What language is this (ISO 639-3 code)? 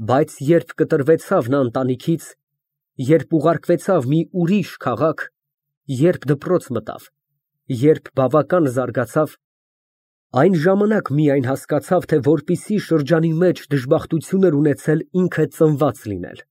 hye